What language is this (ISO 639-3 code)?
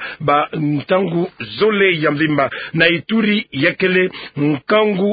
ktu